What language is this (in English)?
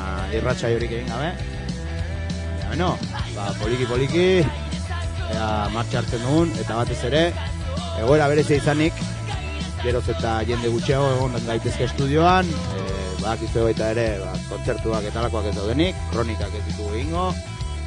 Basque